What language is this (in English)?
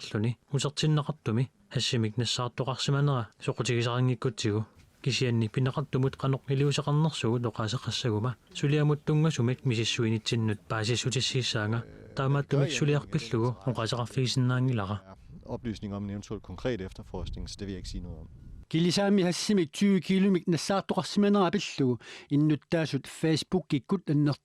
Kalaallisut